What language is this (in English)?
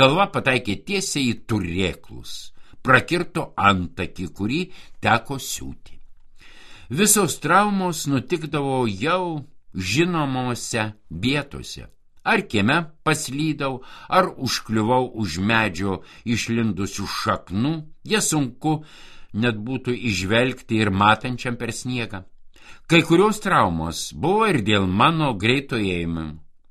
Lithuanian